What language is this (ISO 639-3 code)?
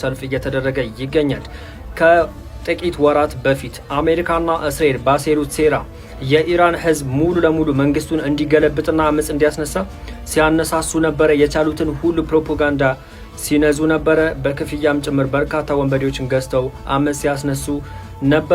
amh